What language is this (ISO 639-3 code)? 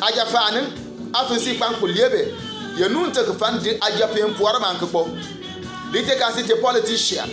bim